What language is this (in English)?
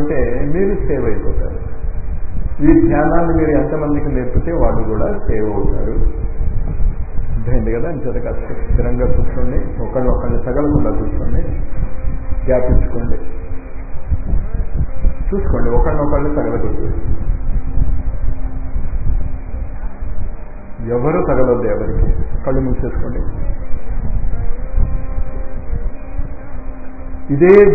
Telugu